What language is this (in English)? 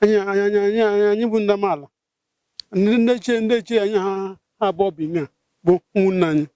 Igbo